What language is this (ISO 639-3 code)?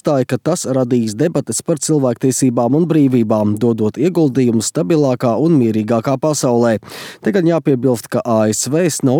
lav